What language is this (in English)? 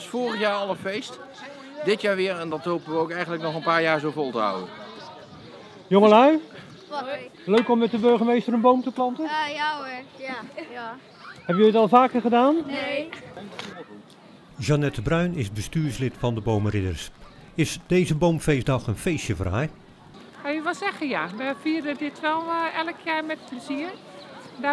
Dutch